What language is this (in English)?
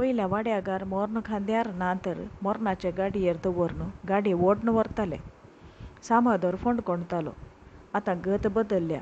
Konkani